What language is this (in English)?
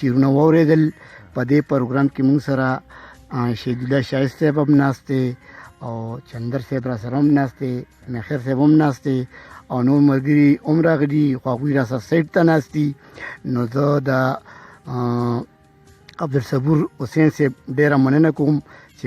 Pashto